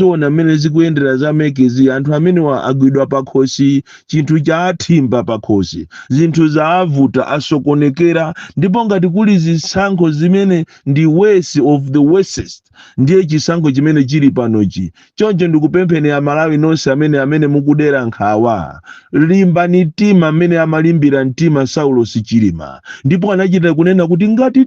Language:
Nyanja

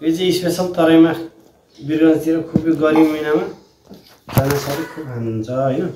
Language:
Nepali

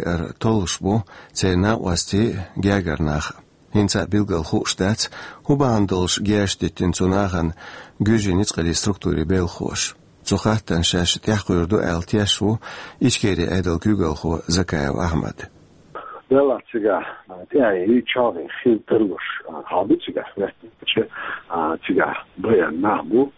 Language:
Chechen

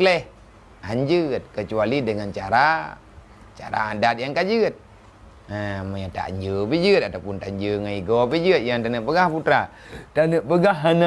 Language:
Achinese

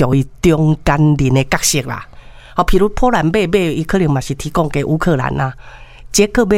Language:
Min Nan Chinese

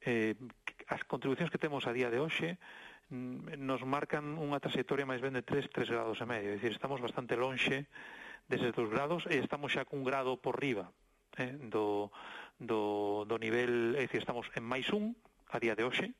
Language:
Galician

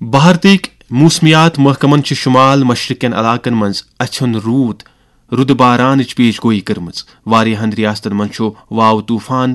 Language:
Kashmiri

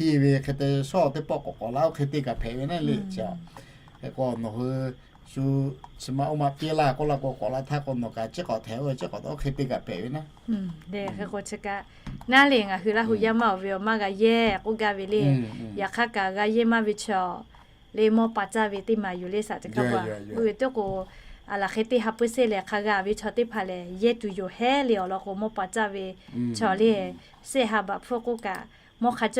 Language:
Lahu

